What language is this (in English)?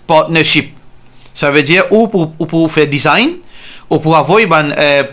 Morisyen